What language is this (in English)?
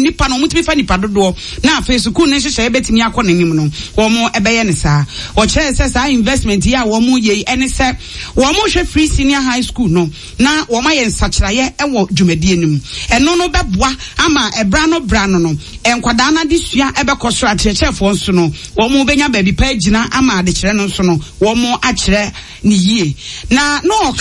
Akan